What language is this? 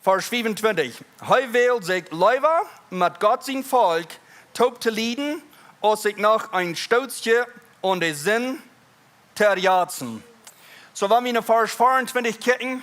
Plautdietsch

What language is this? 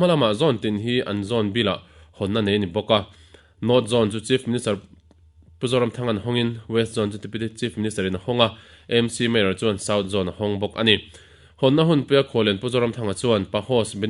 Mizo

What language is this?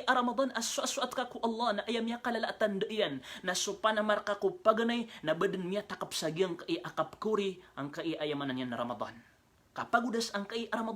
Maranao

